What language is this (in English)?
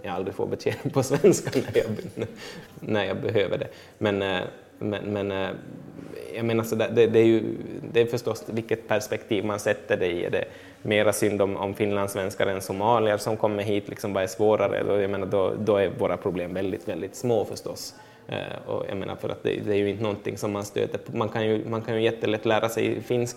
Swedish